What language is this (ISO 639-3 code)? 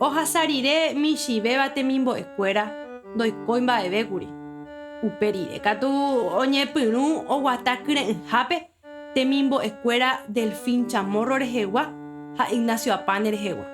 grn